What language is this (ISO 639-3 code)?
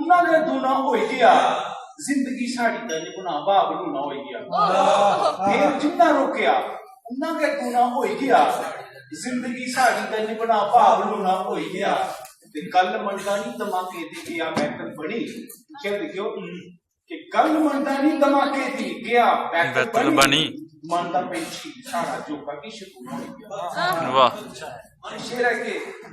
doi